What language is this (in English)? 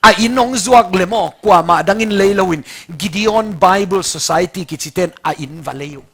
Tedim Chin